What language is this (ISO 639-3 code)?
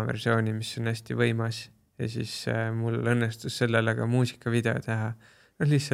est